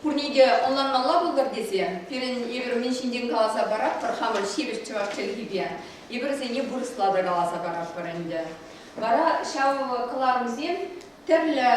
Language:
Chuvash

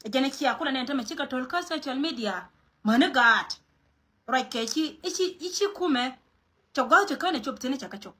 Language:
Nuer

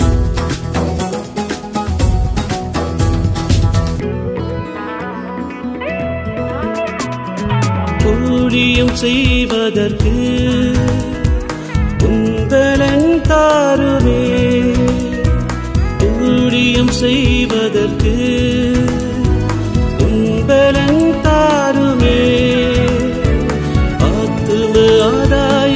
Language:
Tamil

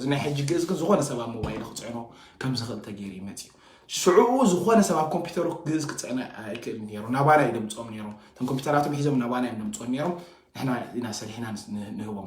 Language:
Tigrinya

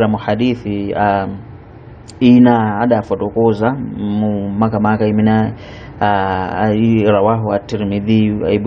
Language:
Nyanja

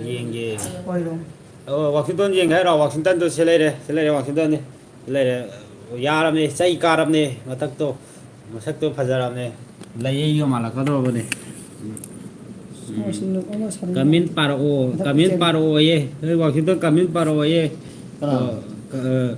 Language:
Manipuri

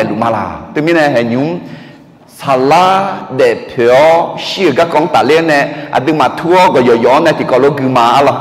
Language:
Akha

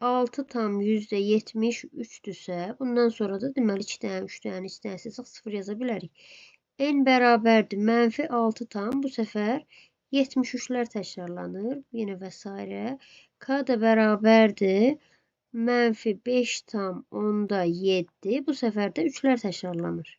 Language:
Azerbaijani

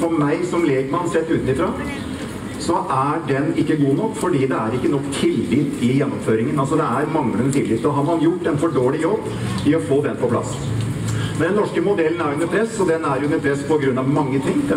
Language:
Norwegian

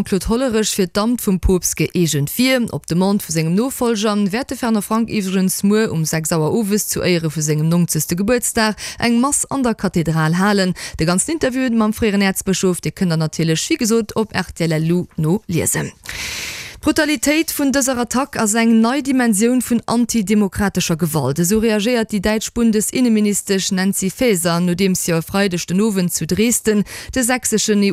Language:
Luxembourgish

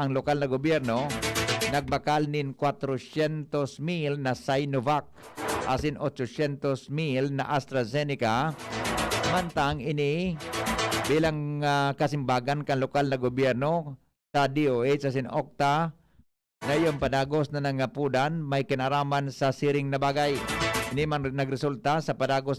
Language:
Bikol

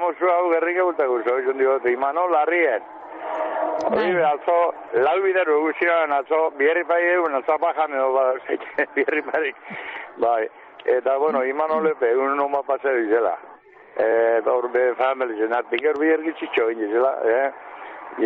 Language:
Basque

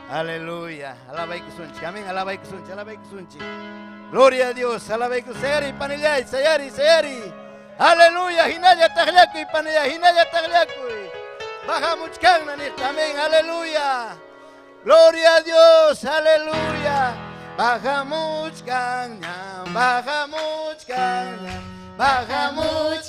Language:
Ayacucho Quechua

